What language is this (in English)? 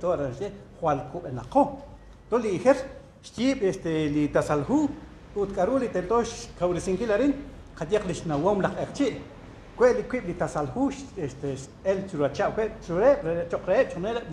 Kekchí